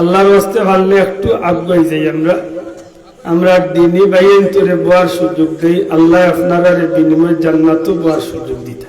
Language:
Sylheti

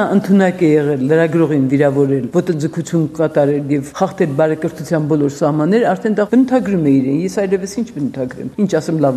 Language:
Armenian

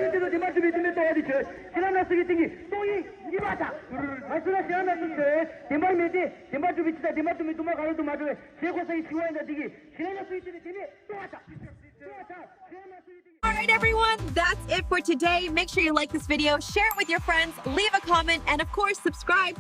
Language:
Tibetan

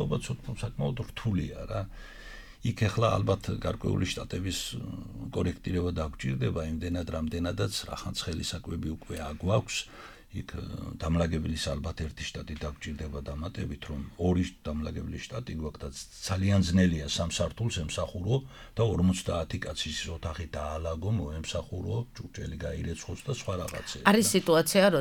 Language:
Georgian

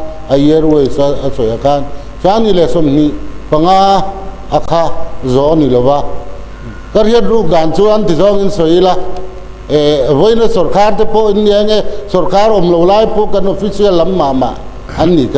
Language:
Mizo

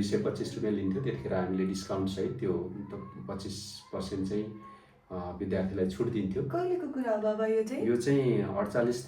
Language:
Nepali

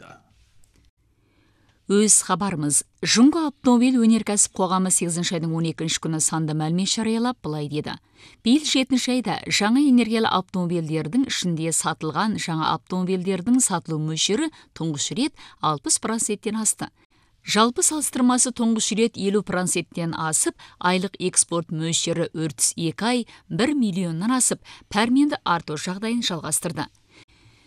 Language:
Kazakh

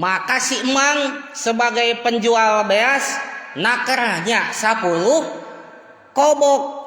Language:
Sundanese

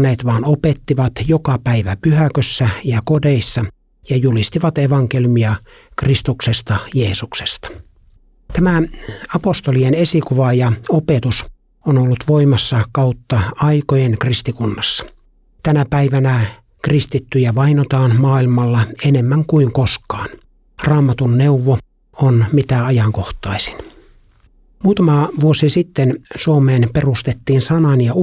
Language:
Finnish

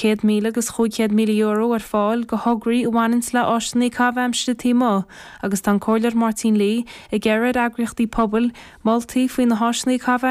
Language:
Irish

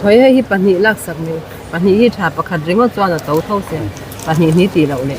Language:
Mizo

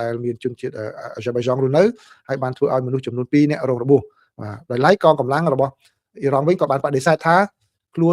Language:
Khmer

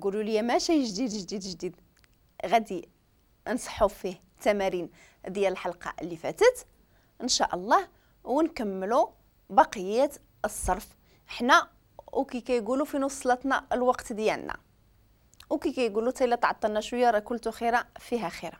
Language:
Moroccan Arabic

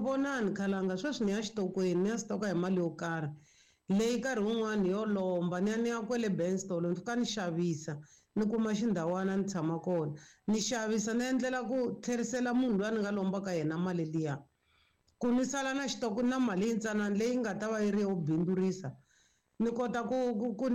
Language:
Tsonga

